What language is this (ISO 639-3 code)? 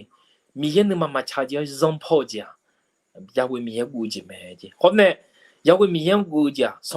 ahk